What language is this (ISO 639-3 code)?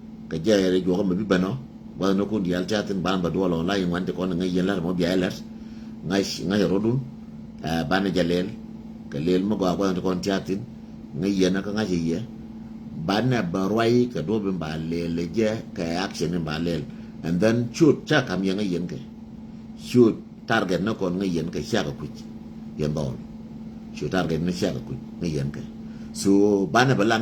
nus